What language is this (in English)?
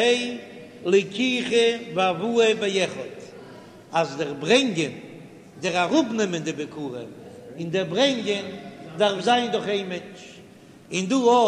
Yiddish